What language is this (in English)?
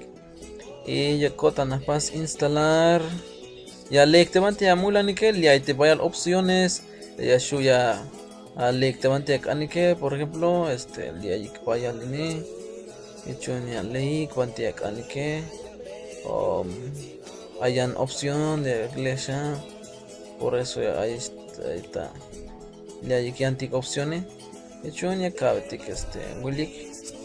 Tzeltal